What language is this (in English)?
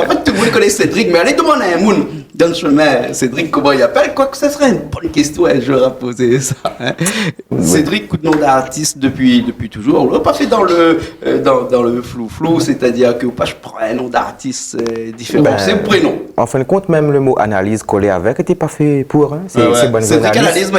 Réunion Creole French